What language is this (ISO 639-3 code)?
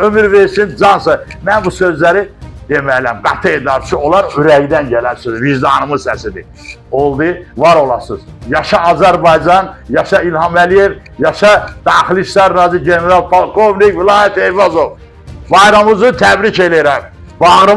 aze